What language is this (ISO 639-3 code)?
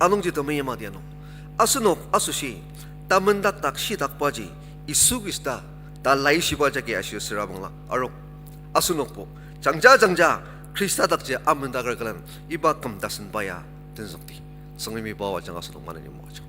njo